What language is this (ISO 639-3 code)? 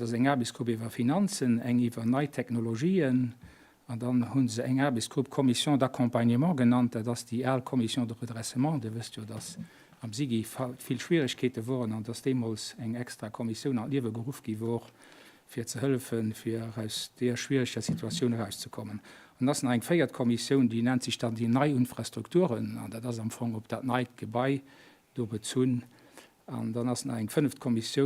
ltz